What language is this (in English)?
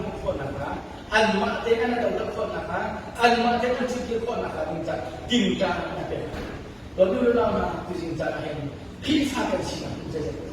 Hakha Chin